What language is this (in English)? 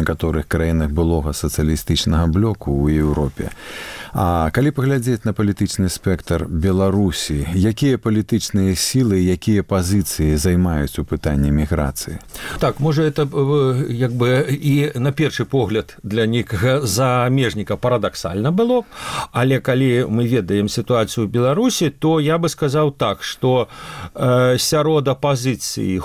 Belarusian